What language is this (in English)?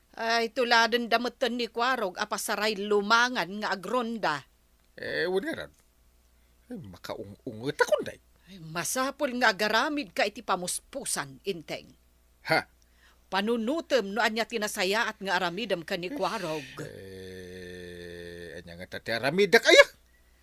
Iloko